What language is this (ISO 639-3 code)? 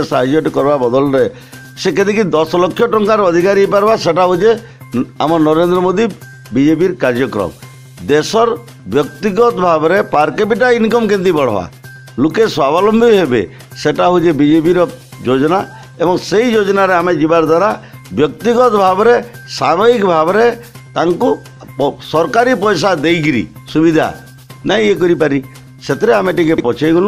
ori